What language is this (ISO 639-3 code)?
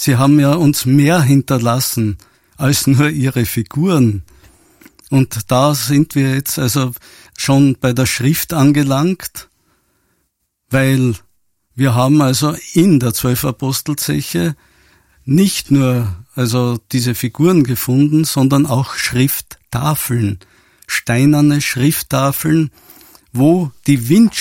deu